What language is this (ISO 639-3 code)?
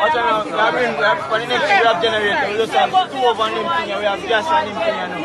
jam